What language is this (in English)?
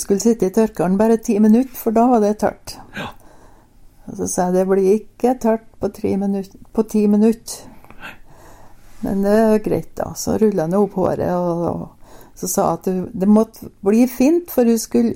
Norwegian